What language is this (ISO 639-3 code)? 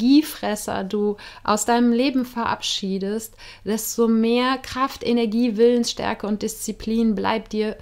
deu